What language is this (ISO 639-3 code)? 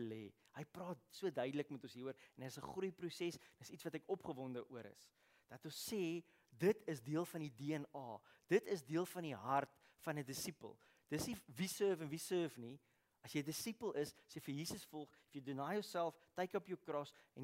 afr